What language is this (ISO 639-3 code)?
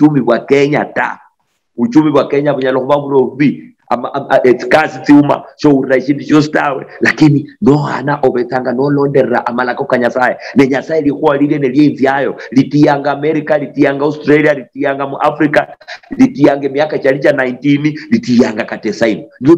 luy